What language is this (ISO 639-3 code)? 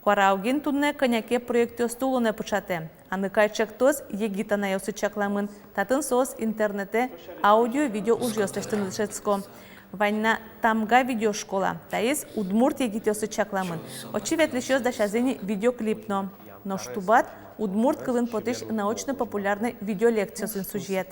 udm